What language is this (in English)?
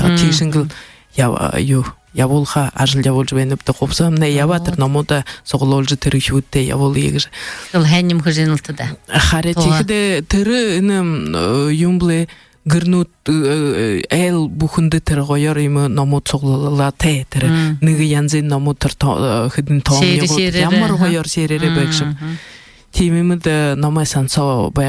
Buriat